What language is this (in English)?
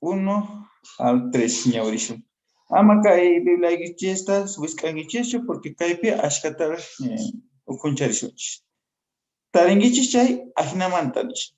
Quechua